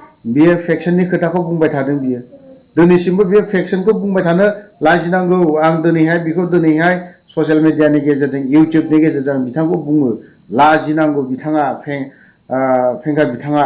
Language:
Bodo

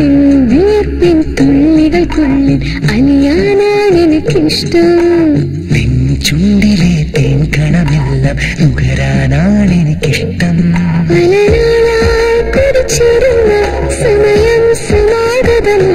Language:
Malayalam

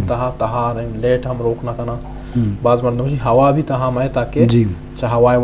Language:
Eastern Balochi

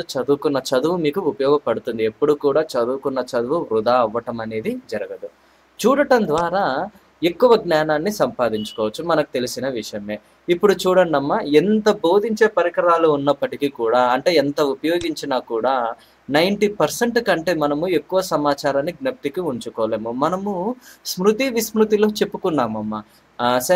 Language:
Telugu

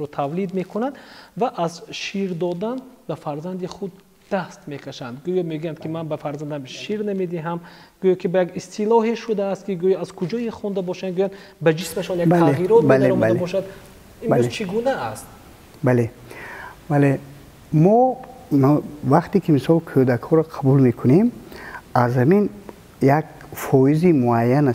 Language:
Tajik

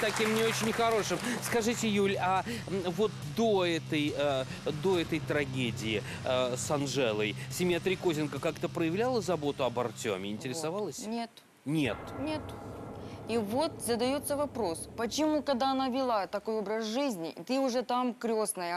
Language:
Russian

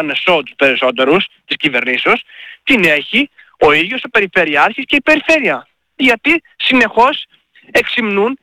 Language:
Greek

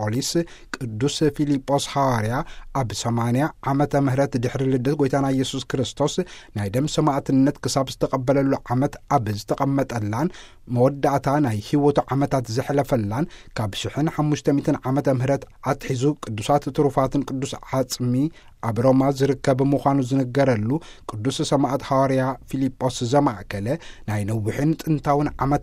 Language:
Tigrinya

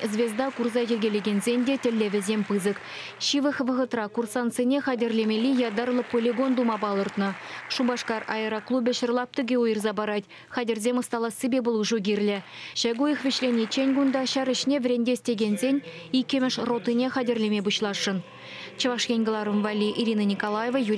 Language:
Chuvash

